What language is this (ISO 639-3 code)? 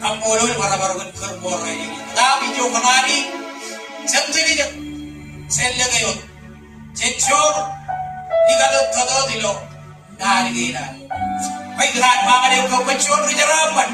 mah